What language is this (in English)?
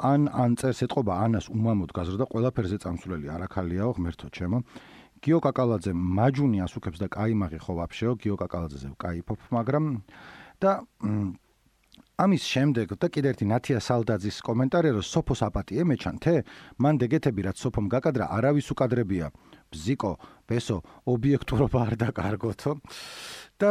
Georgian